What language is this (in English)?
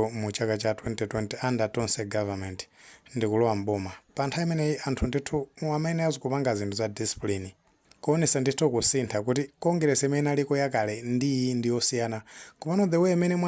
Nyanja